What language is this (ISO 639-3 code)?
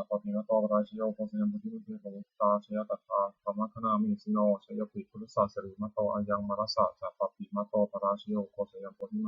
pli